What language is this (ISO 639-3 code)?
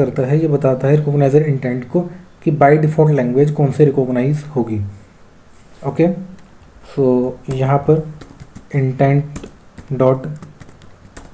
hin